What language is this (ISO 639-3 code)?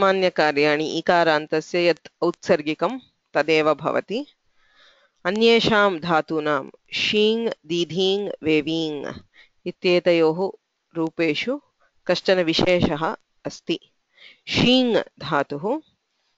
san